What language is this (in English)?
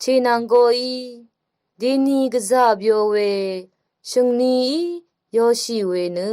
Rawang